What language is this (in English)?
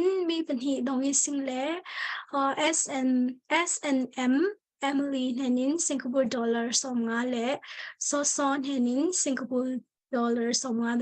Falam Chin